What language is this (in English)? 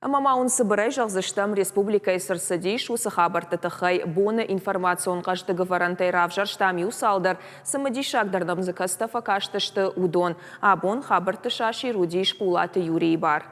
Ossetic